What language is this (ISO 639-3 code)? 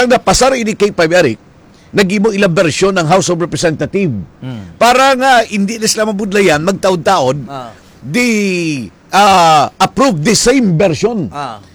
hil